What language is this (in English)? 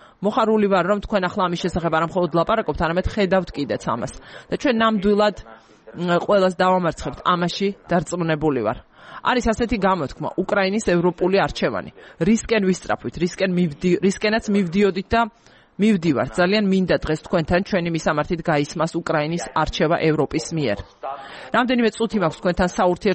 Georgian